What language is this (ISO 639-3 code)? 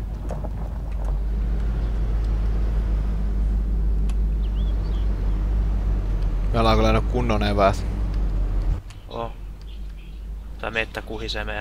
fin